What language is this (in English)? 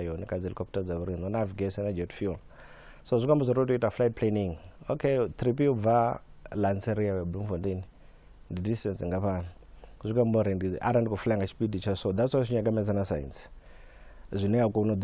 Venda